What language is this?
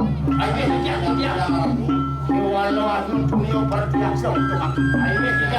Balinese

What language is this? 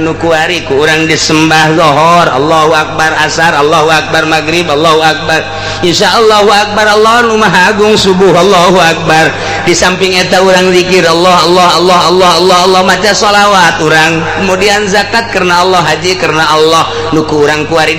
Sundanese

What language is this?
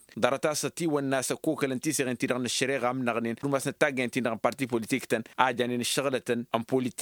Tamasheq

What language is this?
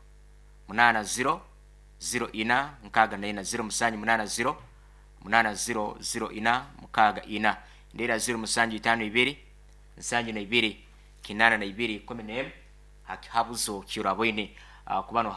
Nyankole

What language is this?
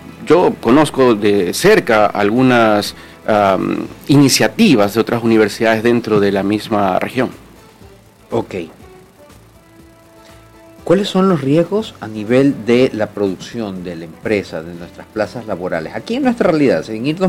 Spanish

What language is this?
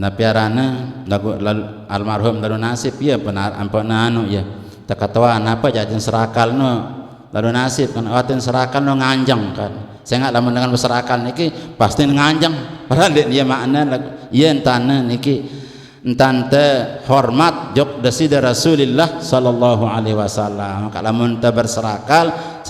Sasak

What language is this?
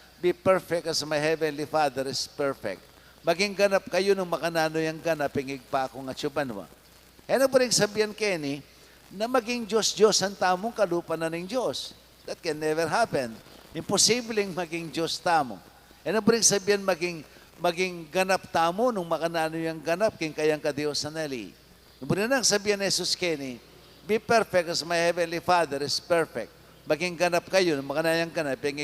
Pampanga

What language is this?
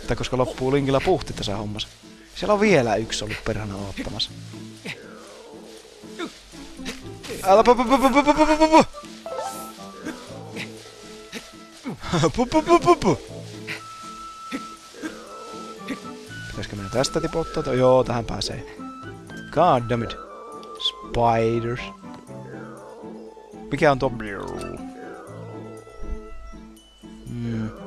Finnish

